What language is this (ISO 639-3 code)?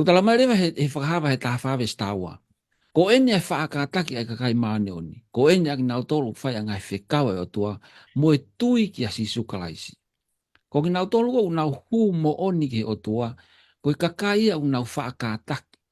ton